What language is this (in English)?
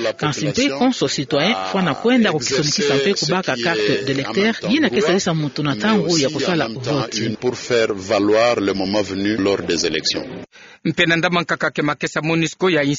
Kituba (Democratic Republic of Congo)